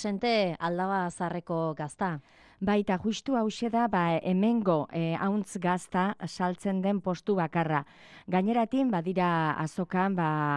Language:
Basque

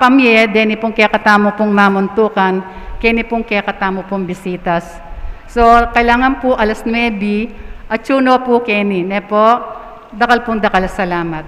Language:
Pampanga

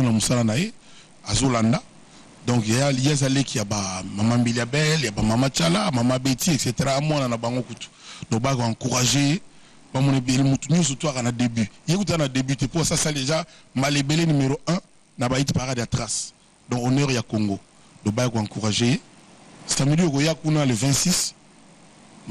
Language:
Lingala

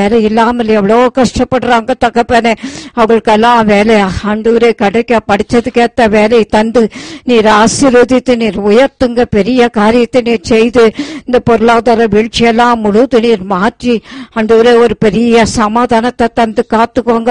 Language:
Tamil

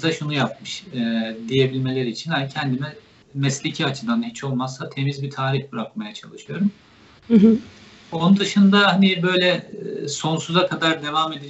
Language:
Turkish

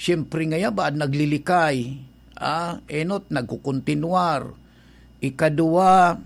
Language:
Bikol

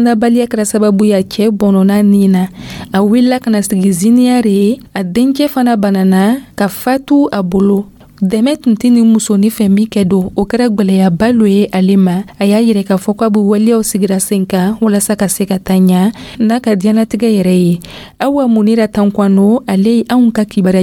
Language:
Dyula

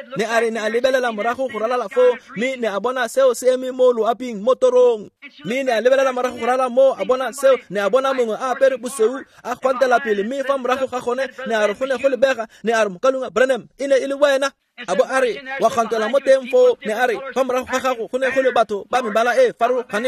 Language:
Tswana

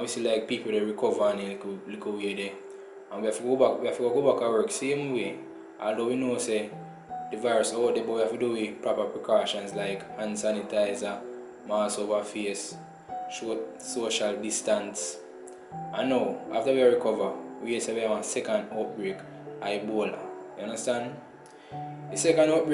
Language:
Jamaican Creole English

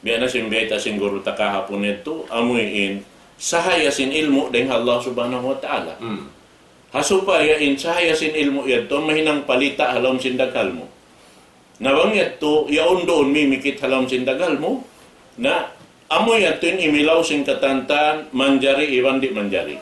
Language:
Tausug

